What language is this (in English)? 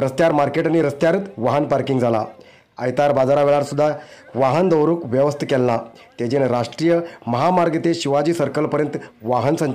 Konkani